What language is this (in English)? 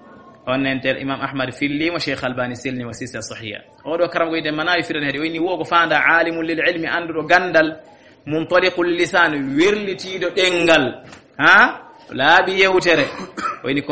Fula